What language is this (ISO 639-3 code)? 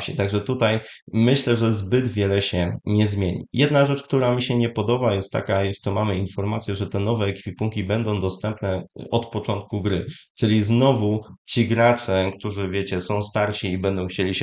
pol